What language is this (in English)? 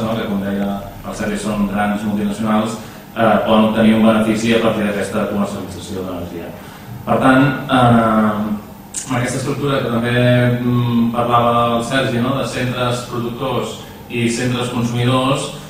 Catalan